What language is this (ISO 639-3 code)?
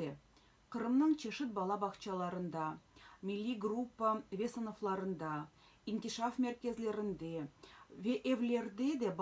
crh